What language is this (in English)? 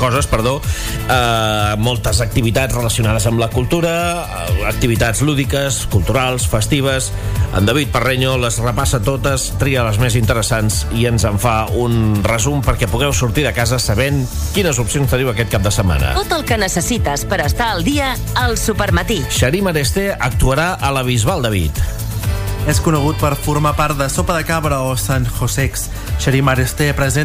Catalan